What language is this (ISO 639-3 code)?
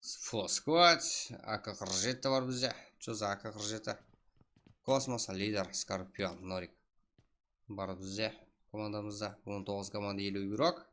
kaa